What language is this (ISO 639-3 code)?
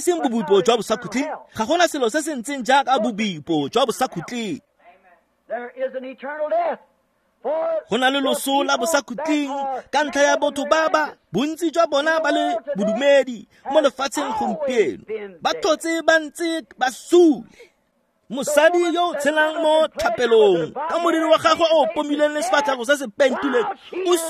tsn